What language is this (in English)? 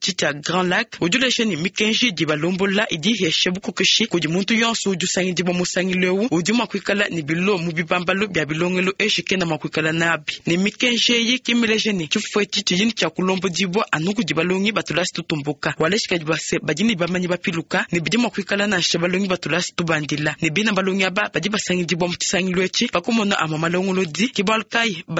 Luba-Lulua